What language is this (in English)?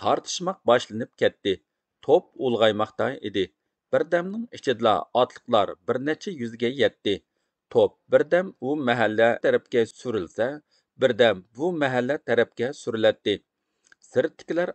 Uyghur